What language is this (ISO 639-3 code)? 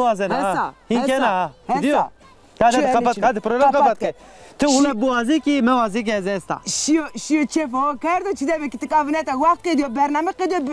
zza